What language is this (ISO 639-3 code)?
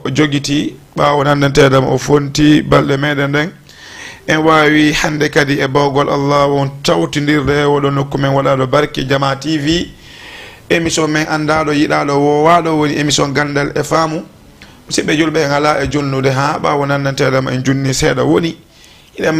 ful